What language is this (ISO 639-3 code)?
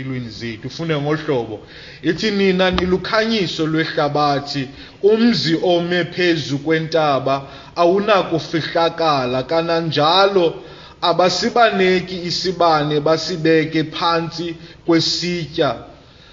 xho